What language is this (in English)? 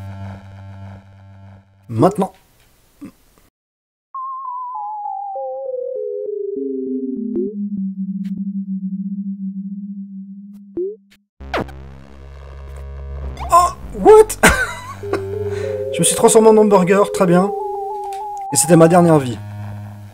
French